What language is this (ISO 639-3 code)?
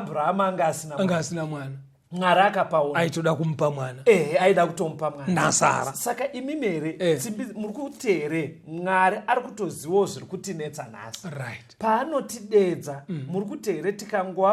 sna